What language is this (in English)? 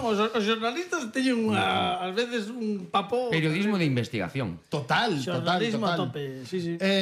Galician